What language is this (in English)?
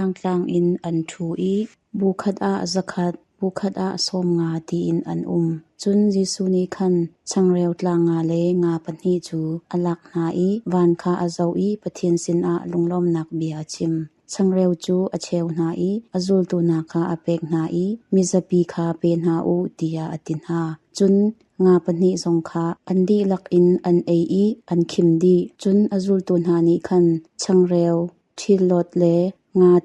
Hakha Chin